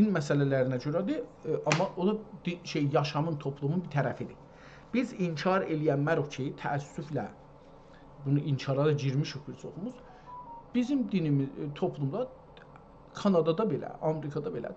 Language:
South Azerbaijani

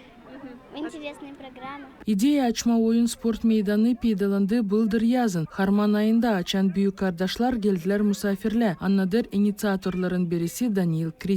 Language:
Gagauz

